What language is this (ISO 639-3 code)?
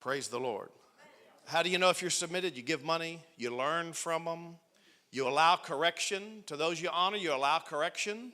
eng